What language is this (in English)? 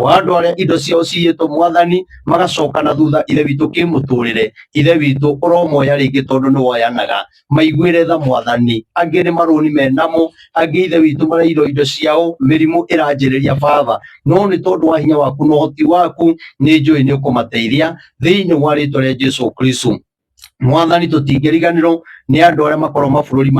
Kikuyu